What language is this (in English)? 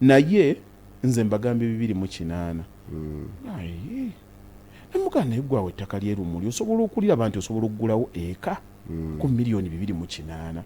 Ganda